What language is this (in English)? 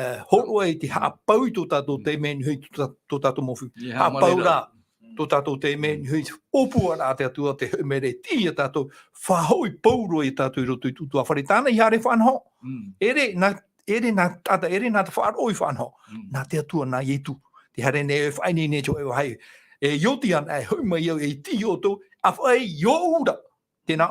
Tahitian